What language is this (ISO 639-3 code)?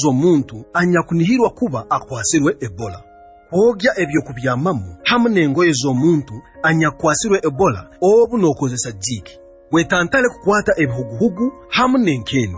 nyo